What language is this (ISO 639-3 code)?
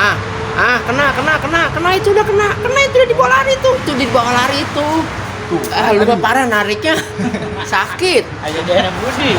bew